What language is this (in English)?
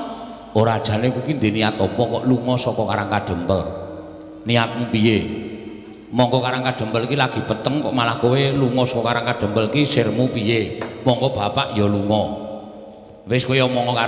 Javanese